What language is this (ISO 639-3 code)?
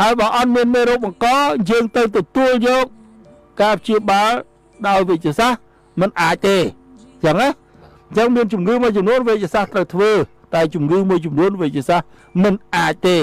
khm